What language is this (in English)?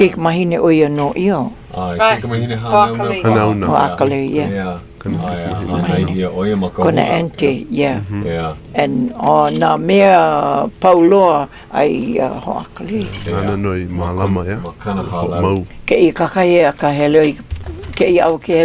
Hawaiian